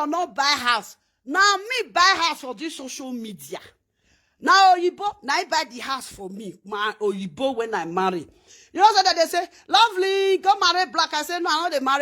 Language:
Nigerian Pidgin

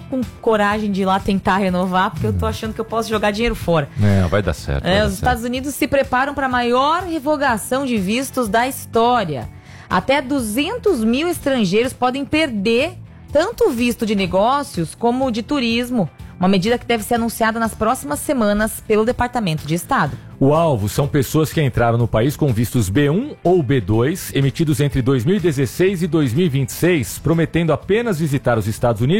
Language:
Portuguese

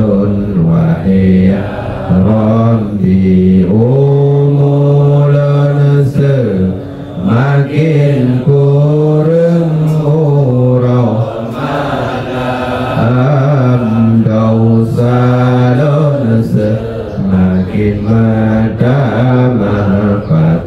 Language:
Achinese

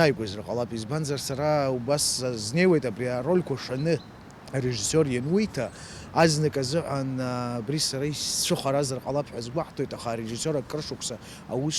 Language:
Abkhazian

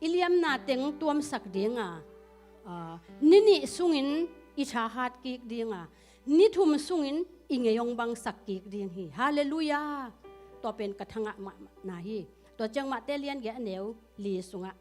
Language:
Tedim Chin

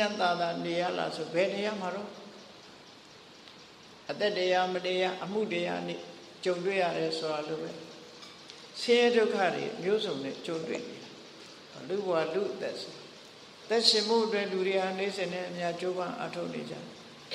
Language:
Burmese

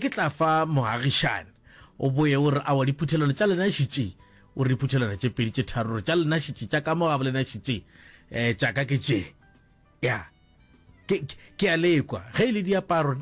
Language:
Northern Sotho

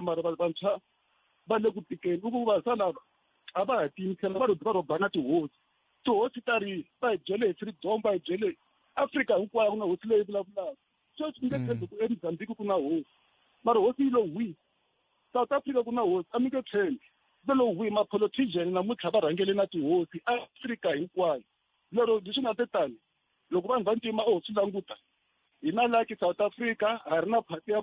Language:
Tsonga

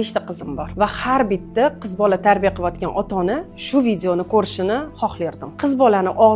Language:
Uzbek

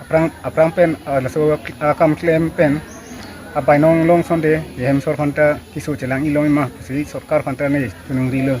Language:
Karbi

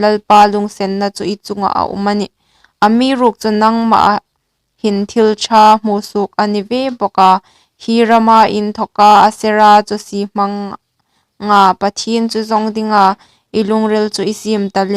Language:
Hmar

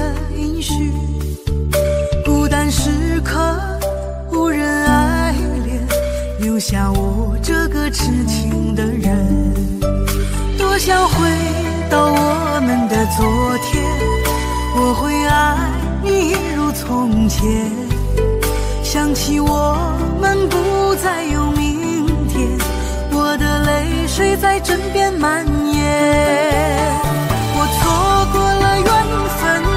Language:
Chinese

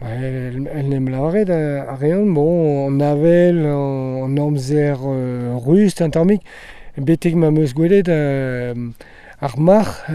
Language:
Breton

